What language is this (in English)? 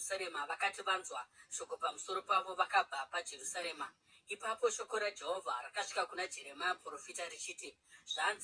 Shona